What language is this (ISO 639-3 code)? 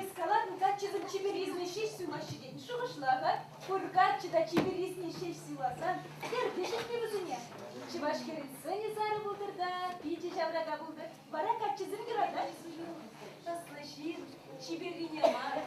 chv